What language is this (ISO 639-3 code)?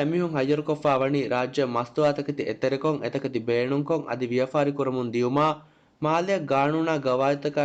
div